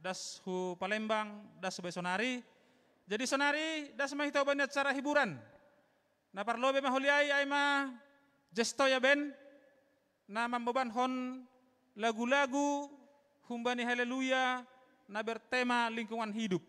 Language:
Batak Simalungun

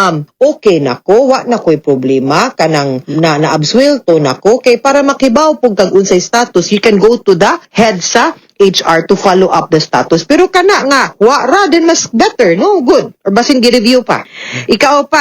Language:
Cebuano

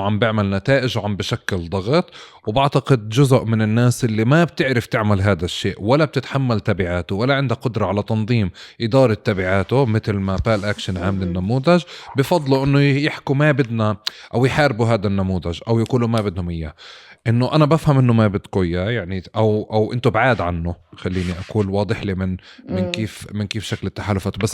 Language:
North Levantine Arabic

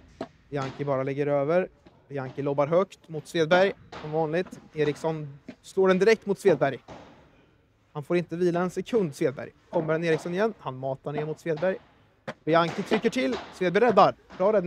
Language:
Swedish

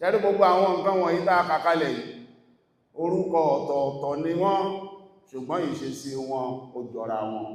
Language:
Yoruba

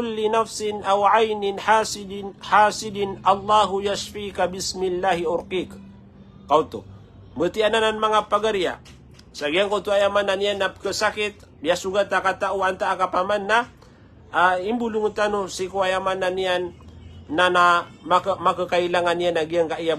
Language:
Maranao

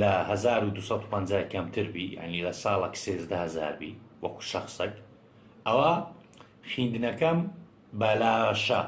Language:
Central Kurdish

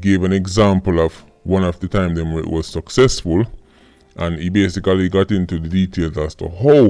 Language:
Jamaican Creole English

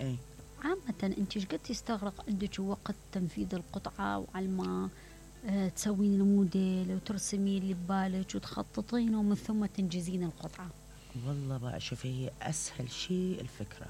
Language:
Mesopotamian Arabic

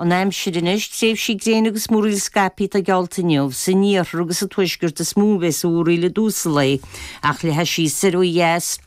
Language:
Irish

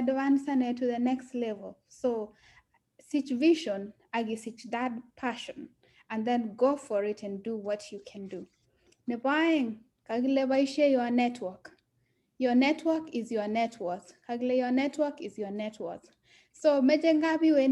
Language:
Kalenjin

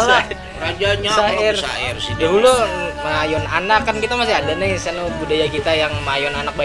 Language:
Banjar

